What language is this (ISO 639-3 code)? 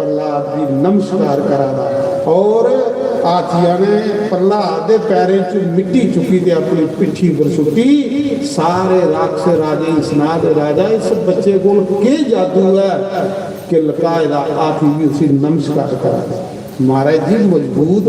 doi